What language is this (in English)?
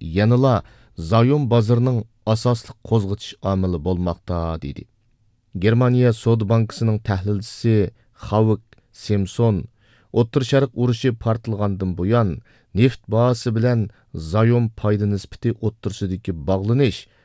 Uyghur